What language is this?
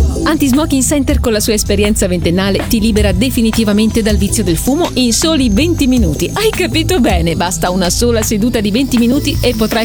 Italian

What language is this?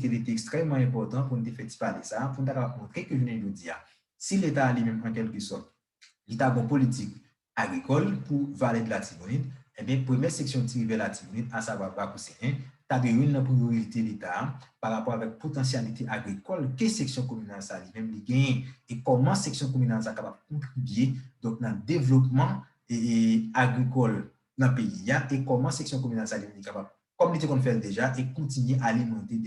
Haitian Creole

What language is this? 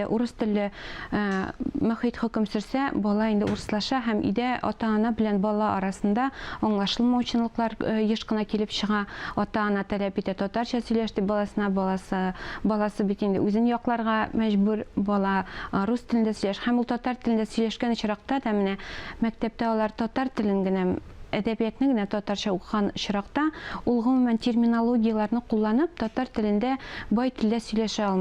Tatar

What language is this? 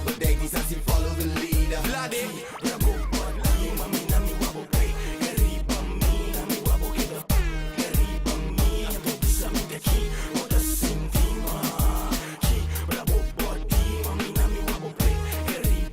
Papiamento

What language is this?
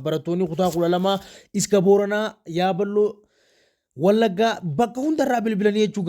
Oromo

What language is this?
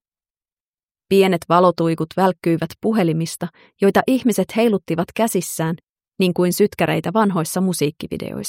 Finnish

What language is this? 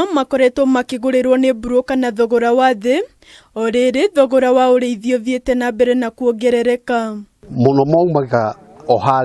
Kikuyu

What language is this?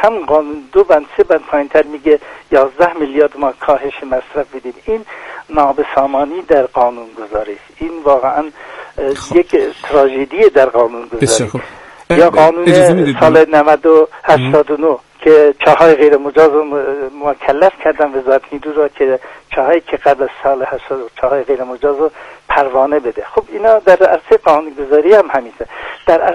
Persian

